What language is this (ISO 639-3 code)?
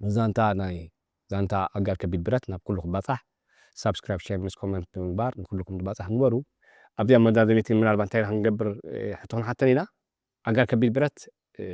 tir